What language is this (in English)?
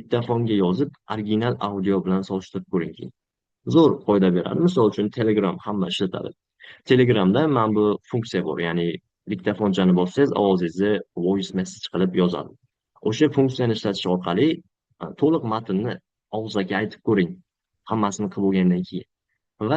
Uzbek